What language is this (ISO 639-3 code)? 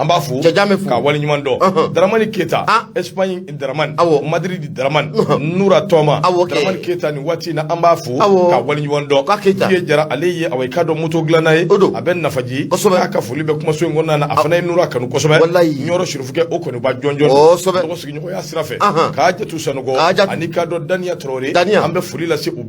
bam